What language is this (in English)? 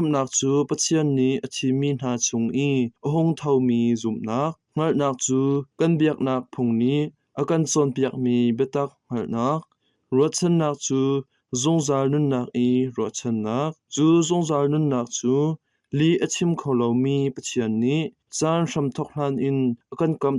Hakha Chin